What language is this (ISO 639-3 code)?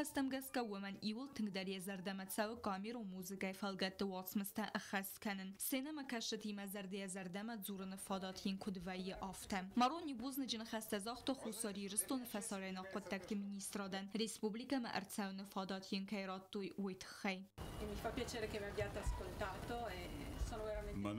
oss